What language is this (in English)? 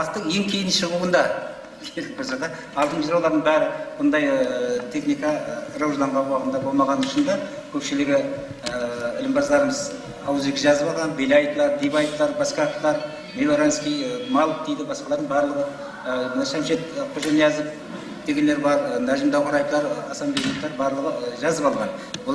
Kara-Kalpak